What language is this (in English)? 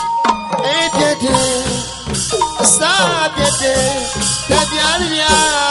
Burmese